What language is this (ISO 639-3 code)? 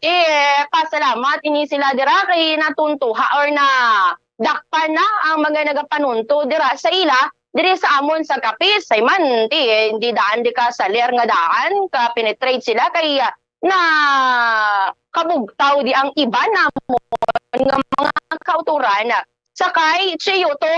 hil